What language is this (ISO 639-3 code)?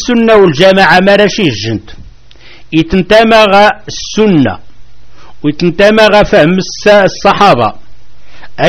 kab